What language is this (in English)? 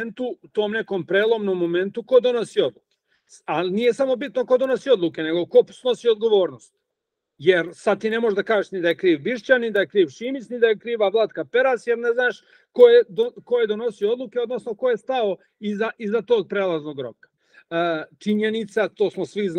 Serbian